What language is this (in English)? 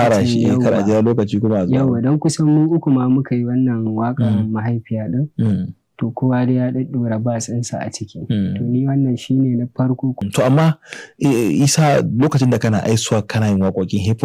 Hausa